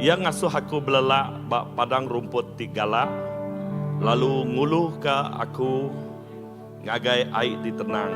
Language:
Iban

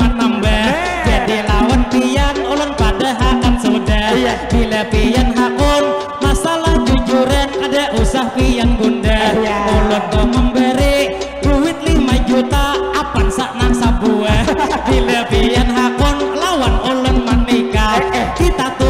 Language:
Banjar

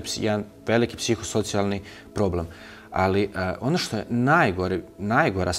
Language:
Croatian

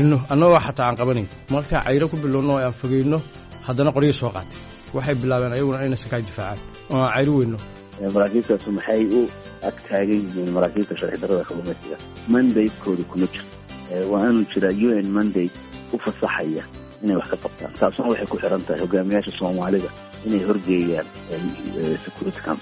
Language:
Somali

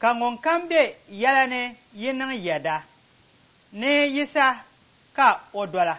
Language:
Dagbani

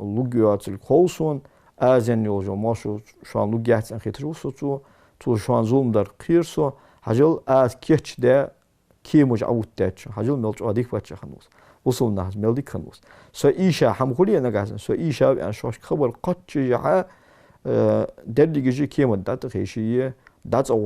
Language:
Ingush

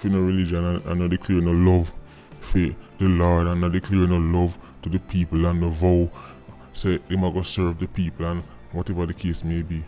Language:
Jamaican Creole English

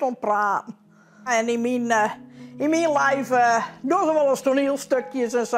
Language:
Western Frisian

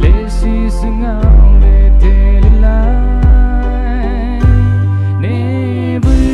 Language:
Poumei Naga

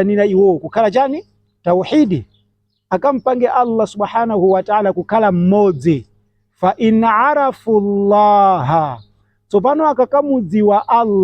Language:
Nyanja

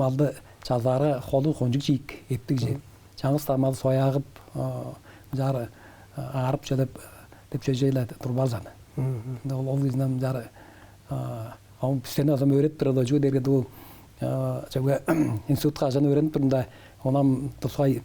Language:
Tuvinian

